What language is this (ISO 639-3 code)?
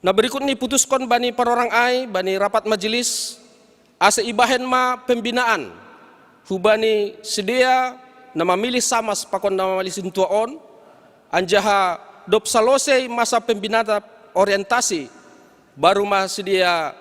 bts